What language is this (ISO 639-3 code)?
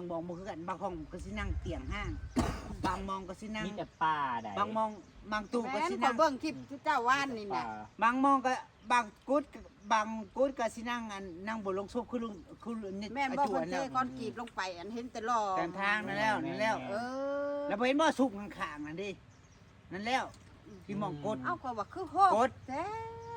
tts